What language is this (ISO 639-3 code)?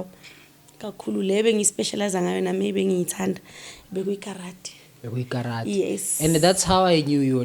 zul